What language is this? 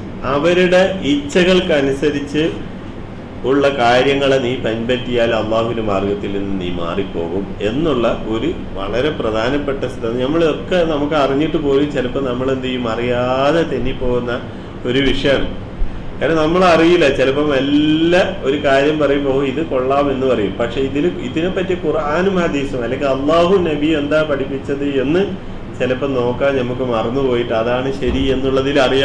Malayalam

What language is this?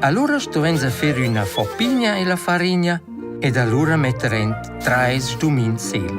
Romansh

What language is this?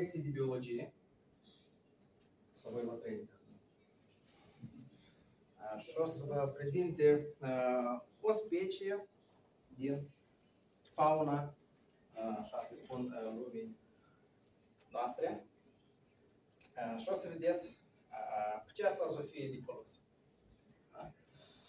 Romanian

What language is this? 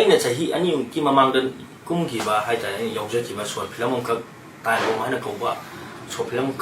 Manipuri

